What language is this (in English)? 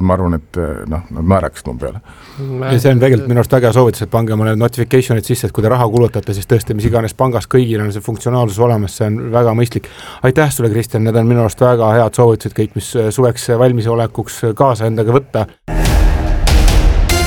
Estonian